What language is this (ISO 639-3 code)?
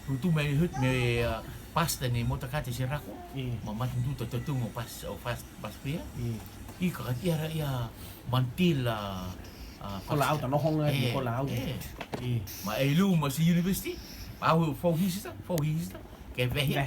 rtm